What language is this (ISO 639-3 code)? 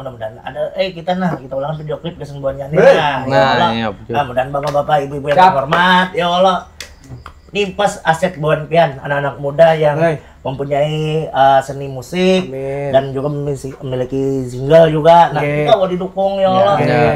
bjn